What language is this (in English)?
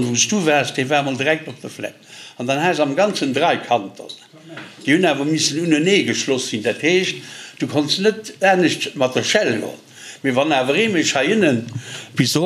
Luxembourgish